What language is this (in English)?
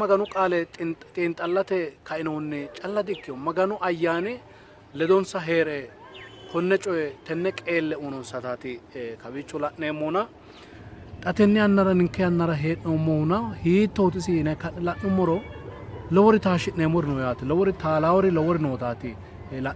Sidamo